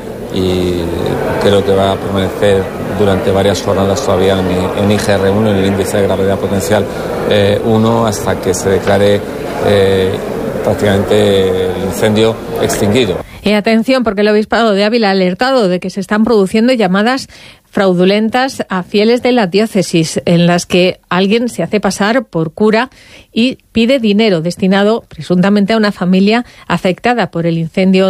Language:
Spanish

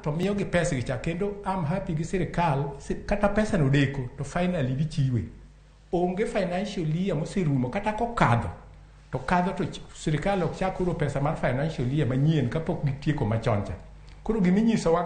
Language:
Luo (Kenya and Tanzania)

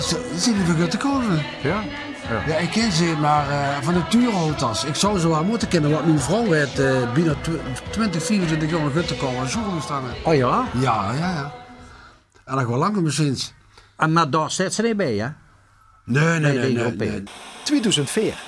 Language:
Limburgish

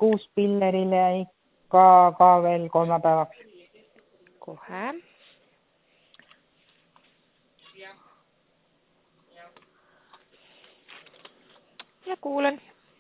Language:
Estonian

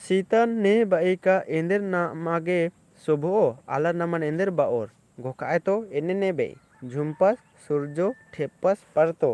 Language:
Kurukh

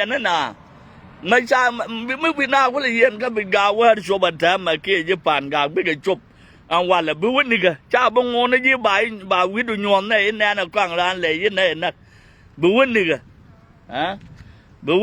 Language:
Nuer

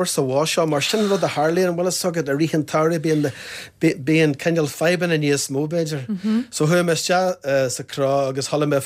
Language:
Irish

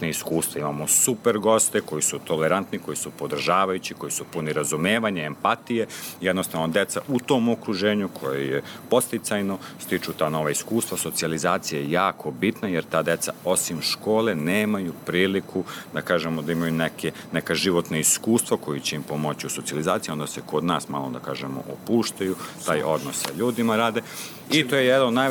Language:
Serbian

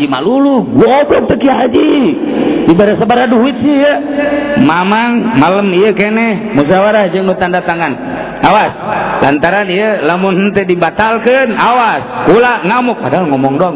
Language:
Sundanese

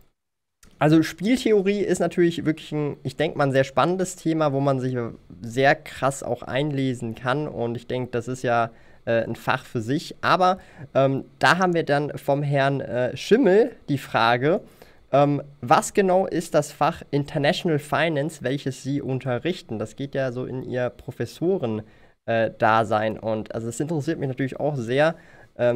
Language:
German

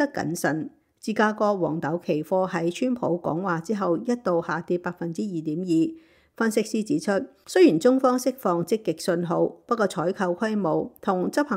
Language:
Cantonese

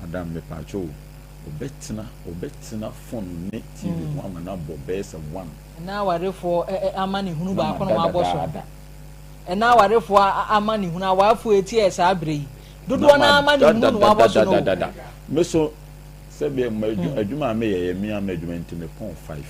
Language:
Akan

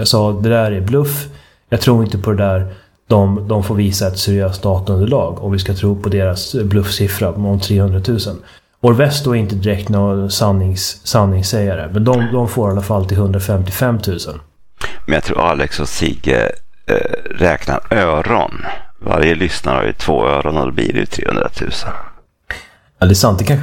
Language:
Swedish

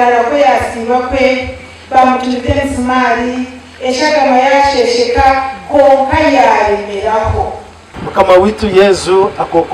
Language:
Nyankole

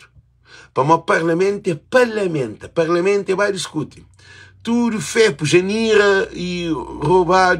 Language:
Kabuverdianu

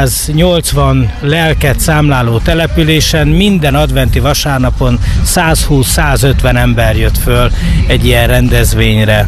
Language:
Hungarian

